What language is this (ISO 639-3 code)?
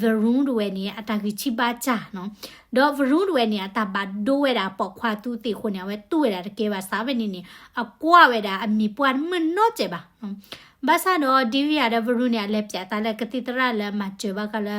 ksw